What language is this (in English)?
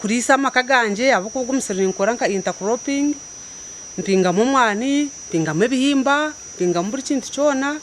Nyankole